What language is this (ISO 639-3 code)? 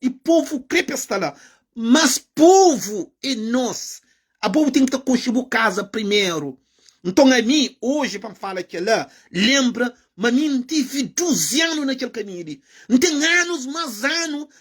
kea